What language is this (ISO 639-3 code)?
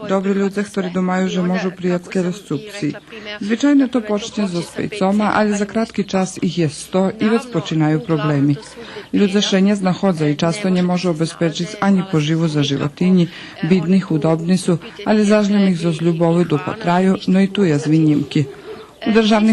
rue